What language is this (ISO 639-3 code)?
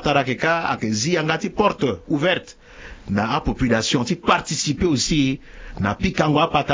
sag